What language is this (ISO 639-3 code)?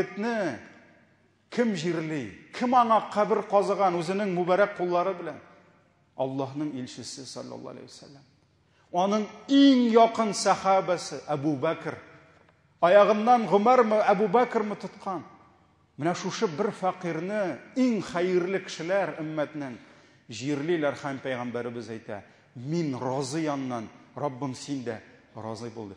tat